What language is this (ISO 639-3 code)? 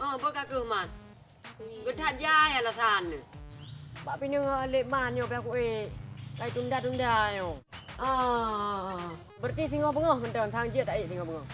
ace